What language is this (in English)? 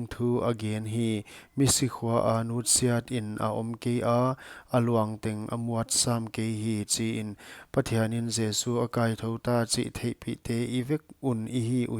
Paite Chin